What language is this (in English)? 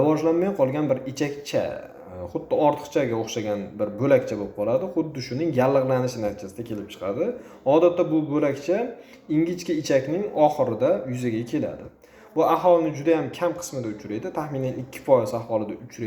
Uzbek